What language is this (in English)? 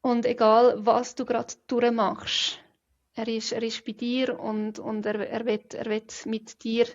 Swiss German